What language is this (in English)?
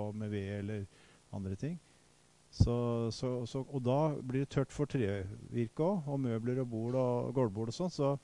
Norwegian